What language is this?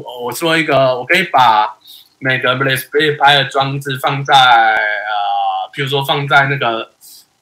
Chinese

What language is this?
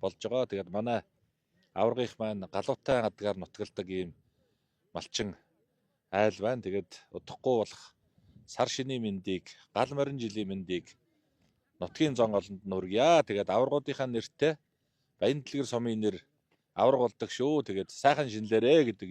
Mongolian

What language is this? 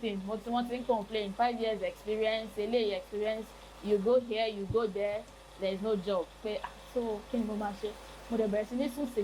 Yoruba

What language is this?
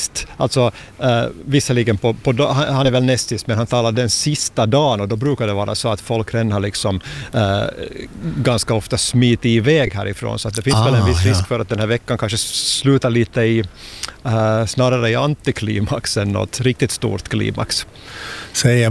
Swedish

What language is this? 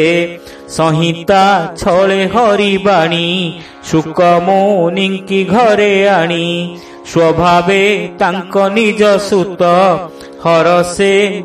Odia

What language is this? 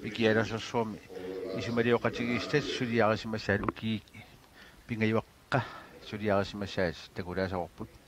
Kalaallisut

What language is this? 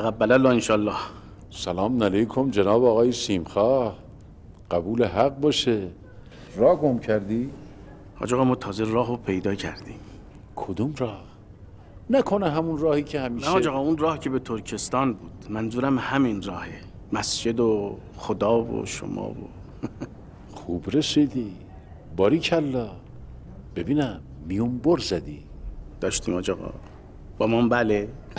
Persian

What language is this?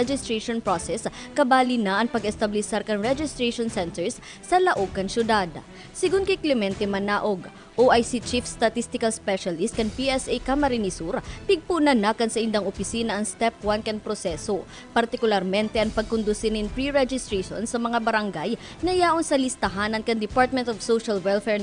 Bikol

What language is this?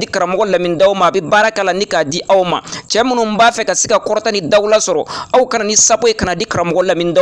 Bambara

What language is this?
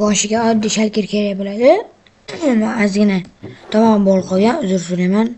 Uzbek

